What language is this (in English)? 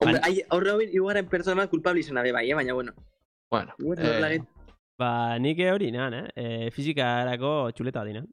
Basque